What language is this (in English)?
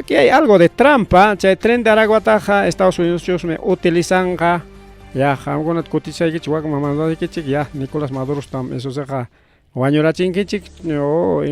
Ayacucho Quechua